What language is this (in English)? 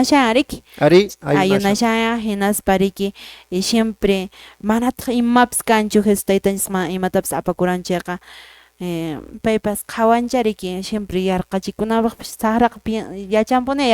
Quechua